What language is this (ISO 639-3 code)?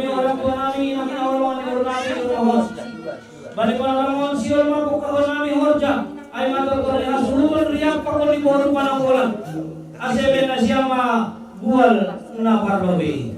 bts